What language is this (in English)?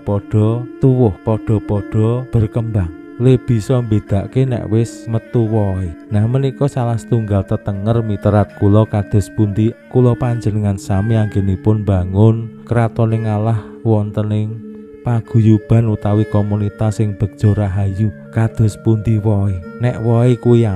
Javanese